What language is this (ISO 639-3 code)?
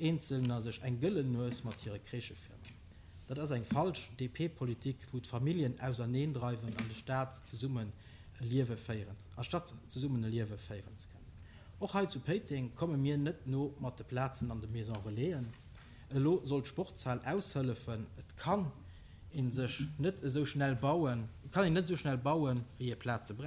ltz